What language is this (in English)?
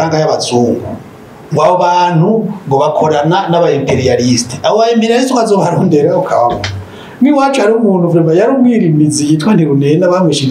Rundi